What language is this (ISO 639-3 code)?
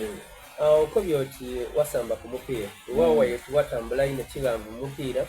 xog